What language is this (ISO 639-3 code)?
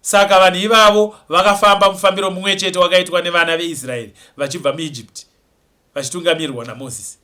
sna